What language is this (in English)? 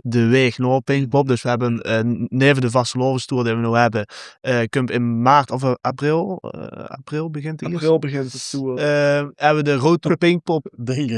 Limburgish